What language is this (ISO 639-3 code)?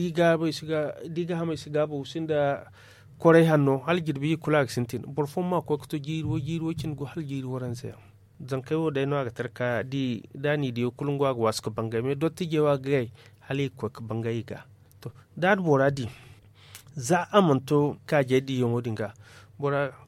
dje